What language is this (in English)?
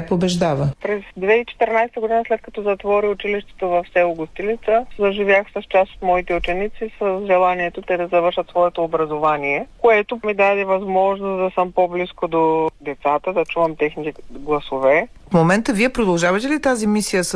Bulgarian